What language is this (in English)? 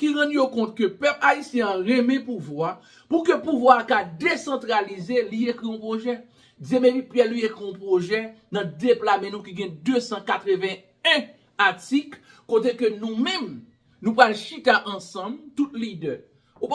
Haitian Creole